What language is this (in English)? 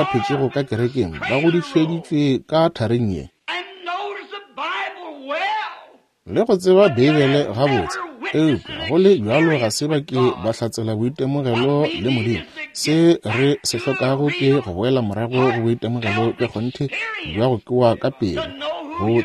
Northern Sotho